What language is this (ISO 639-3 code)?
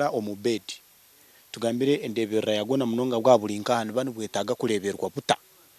nyn